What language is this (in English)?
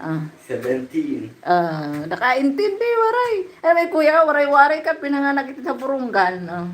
Waray